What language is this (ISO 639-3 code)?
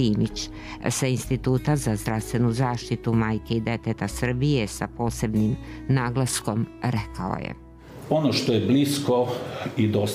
srp